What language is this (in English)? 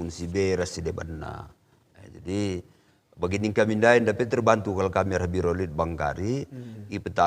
Batak Karo